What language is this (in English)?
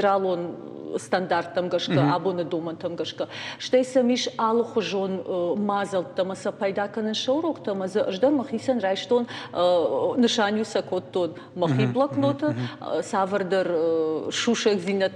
Ossetic